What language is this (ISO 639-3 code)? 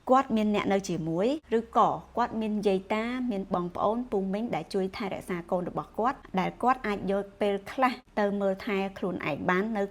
khm